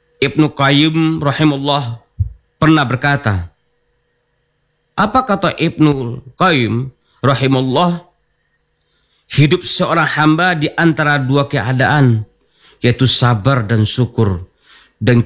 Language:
Indonesian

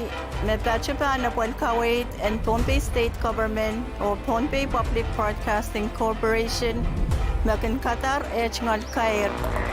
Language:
Pohnpeian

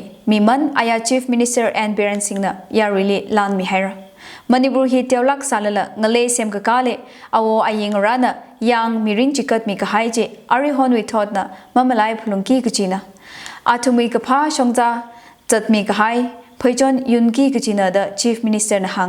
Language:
Tangkhul Naga (India)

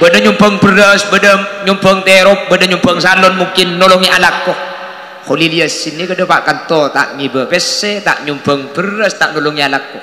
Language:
Madurese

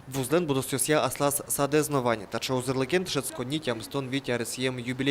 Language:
Udmurt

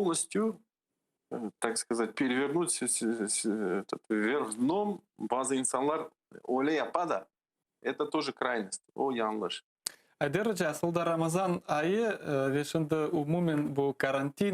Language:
Crimean Tatar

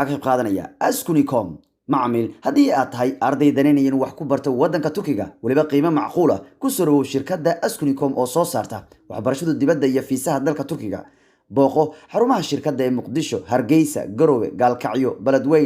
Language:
Somali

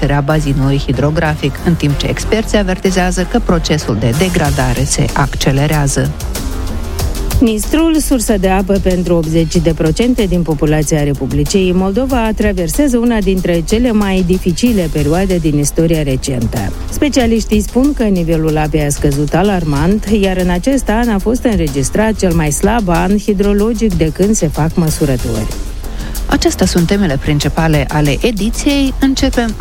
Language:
Romanian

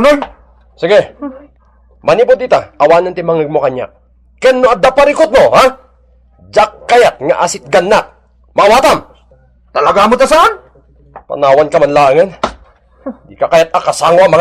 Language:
Iloko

